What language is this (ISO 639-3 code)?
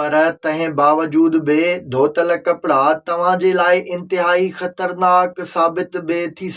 snd